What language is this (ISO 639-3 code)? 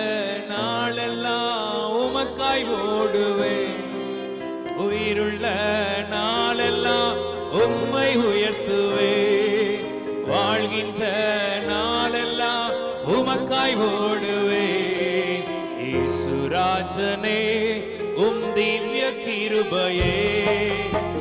tam